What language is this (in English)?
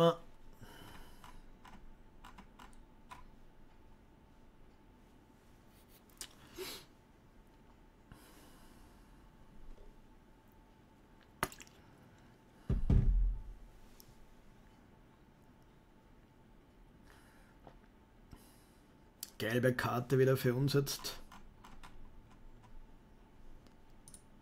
German